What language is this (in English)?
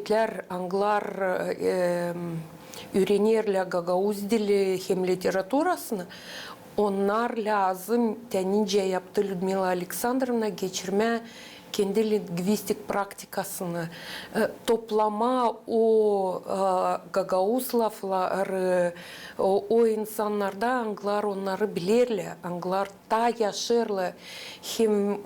Gagauz